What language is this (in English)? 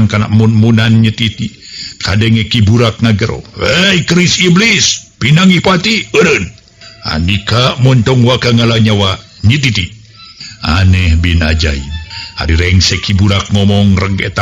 Sundanese